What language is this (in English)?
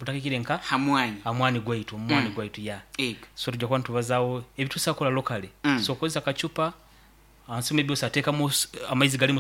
Nyoro